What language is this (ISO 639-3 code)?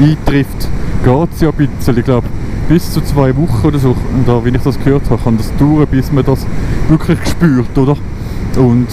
gsw